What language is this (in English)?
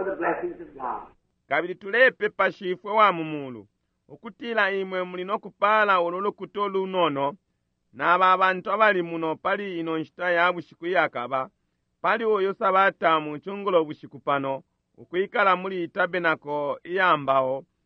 Bemba